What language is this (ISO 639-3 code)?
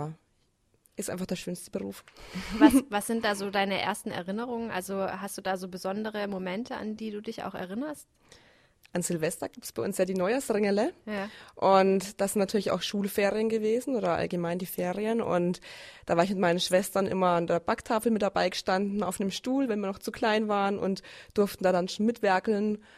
deu